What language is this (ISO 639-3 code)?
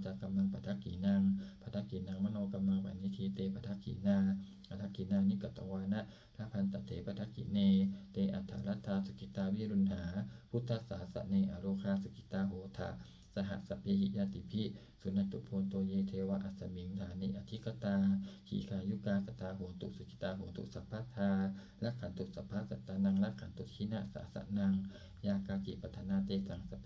pli